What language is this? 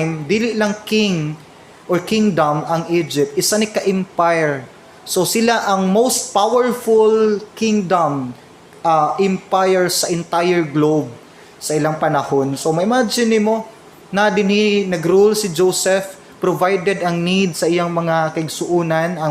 Cebuano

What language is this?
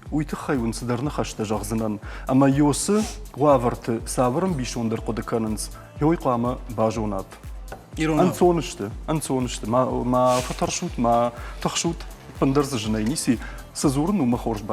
Ossetic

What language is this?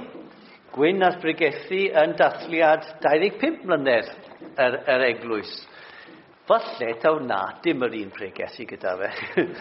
Welsh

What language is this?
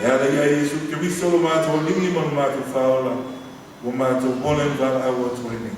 Samoan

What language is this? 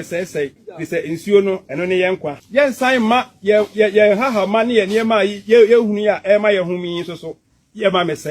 Akan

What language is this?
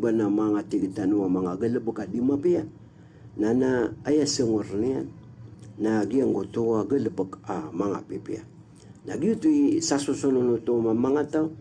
Maranao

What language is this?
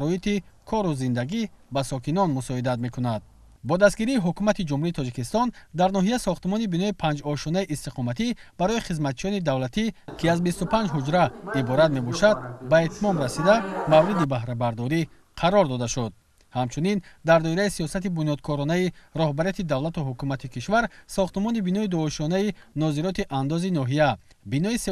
Tajik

